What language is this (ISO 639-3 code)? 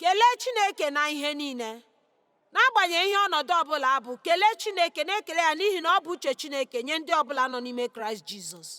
ibo